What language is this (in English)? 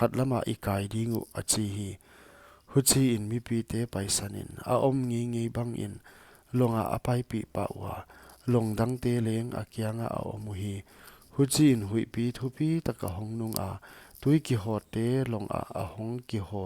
Paite Chin